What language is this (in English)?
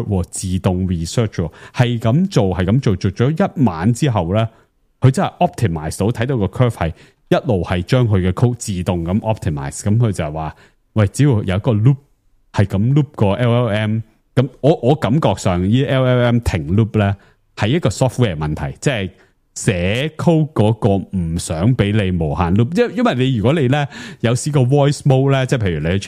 Cantonese